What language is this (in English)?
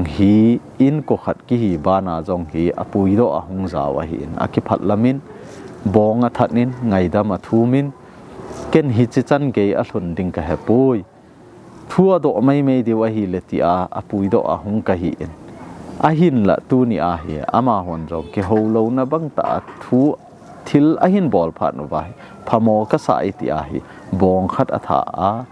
Thado Chin